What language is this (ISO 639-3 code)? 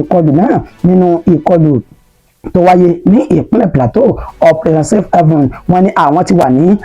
yor